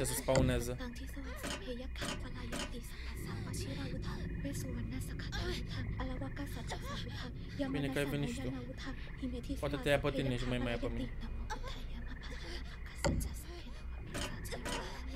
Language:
Romanian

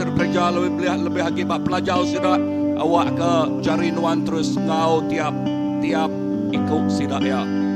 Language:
Iban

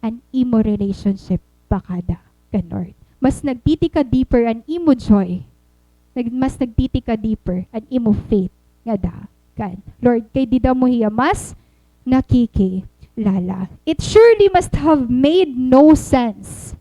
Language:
Waray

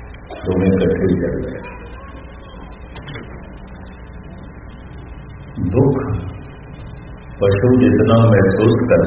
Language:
Punjabi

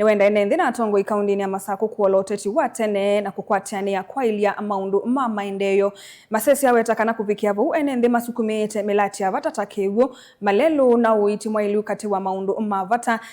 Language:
Kamba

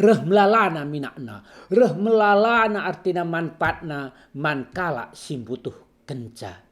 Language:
Batak Karo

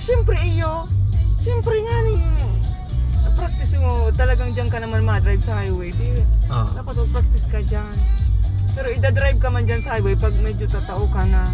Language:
Bikol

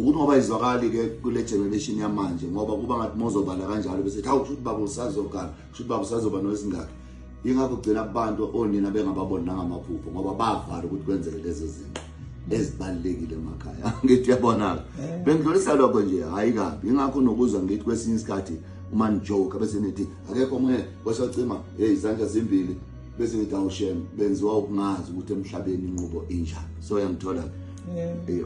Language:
Zulu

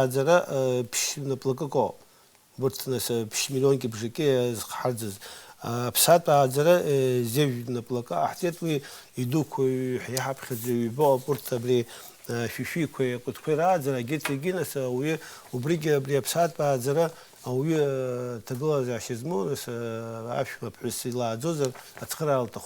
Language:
Abkhazian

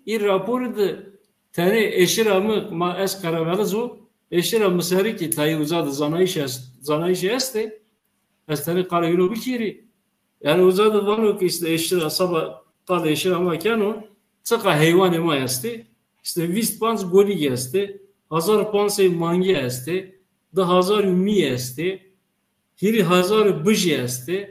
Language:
Zaza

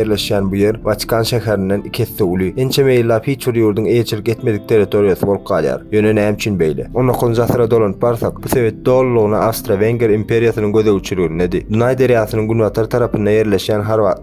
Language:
Turkmen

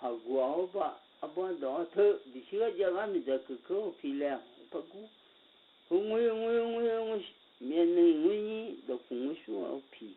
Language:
Akha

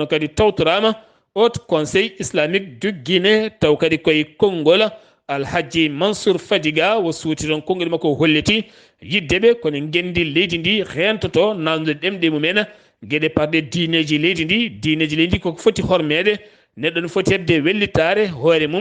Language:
Fula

